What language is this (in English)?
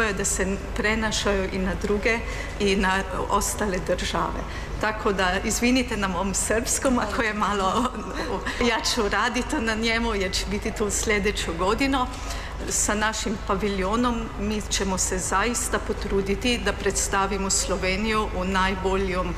Serbian